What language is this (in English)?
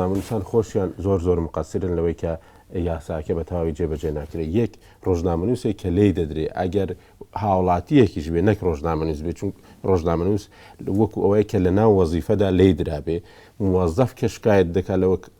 Central Kurdish